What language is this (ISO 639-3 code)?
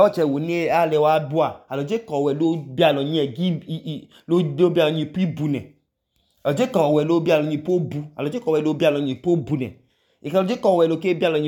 idu